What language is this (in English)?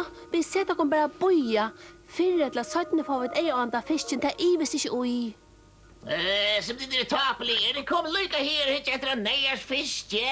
Faroese